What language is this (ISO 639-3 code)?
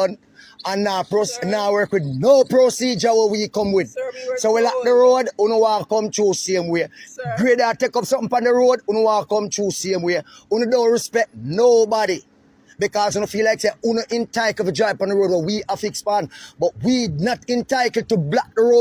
jam